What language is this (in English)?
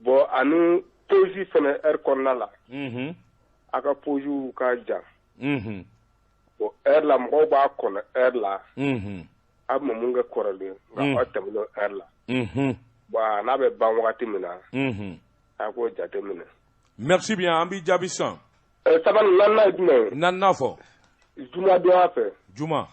Bambara